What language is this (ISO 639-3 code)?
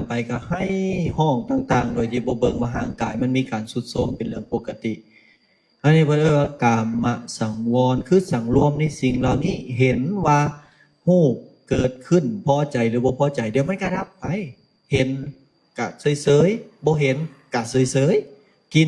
lao